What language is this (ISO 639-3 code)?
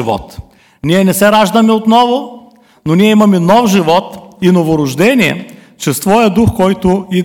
bul